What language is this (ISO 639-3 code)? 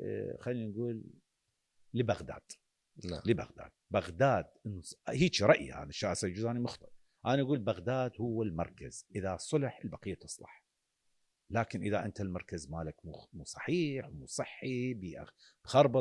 acm